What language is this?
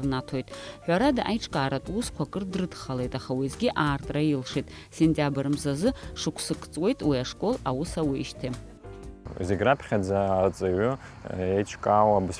Abkhazian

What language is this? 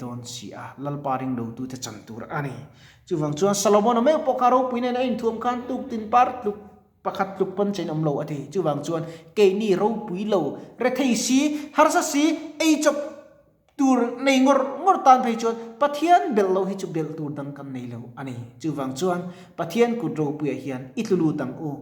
Mizo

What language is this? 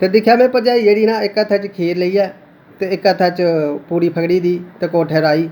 Dogri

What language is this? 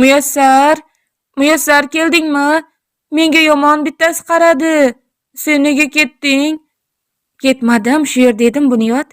Uzbek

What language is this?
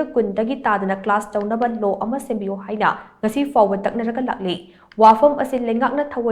Manipuri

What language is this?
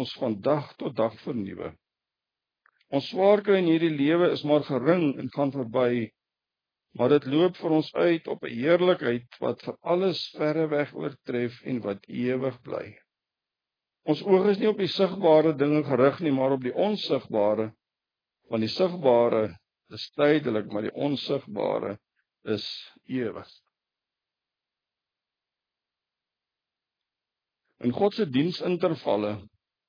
Afrikaans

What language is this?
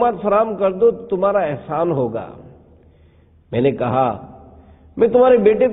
Urdu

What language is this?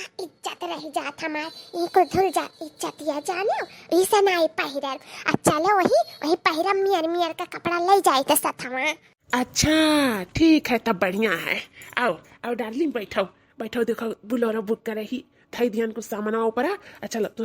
Awadhi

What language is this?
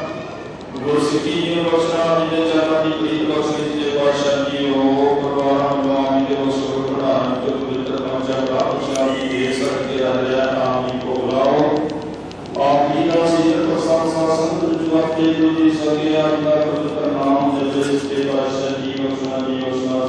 Punjabi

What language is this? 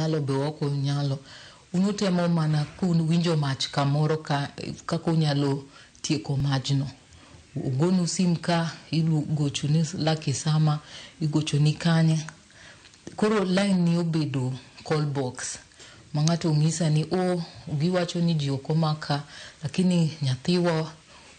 Luo (Kenya and Tanzania)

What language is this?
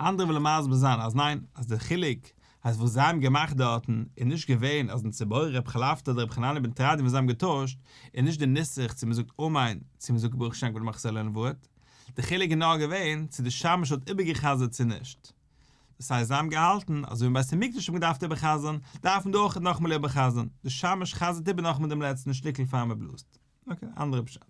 Yiddish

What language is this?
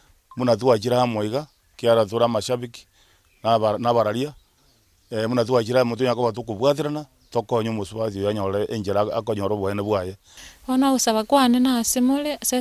Gusii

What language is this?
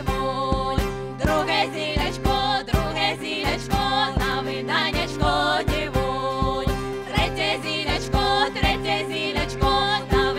Ukrainian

